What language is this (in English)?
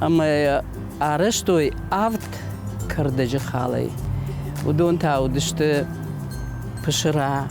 Ossetic